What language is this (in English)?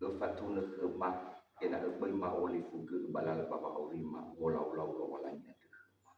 Nias